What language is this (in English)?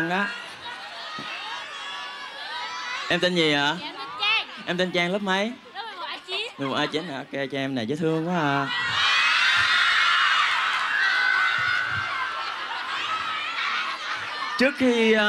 Vietnamese